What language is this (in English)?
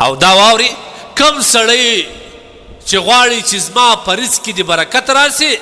Pashto